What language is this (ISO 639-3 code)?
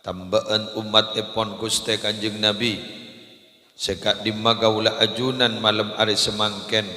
mad